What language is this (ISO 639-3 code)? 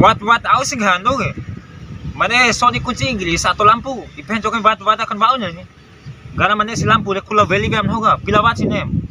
bhp